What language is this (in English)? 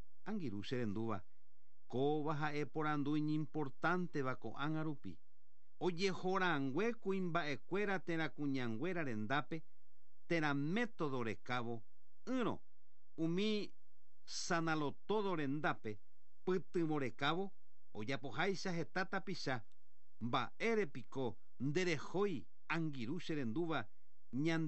Guarani